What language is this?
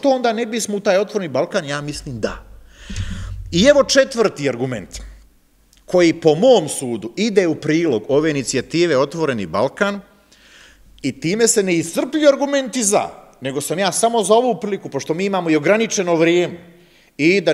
Serbian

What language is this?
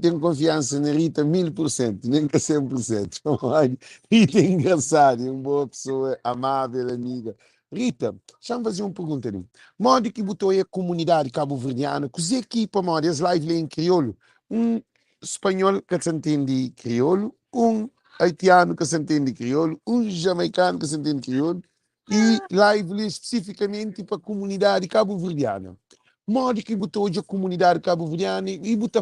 Kabuverdianu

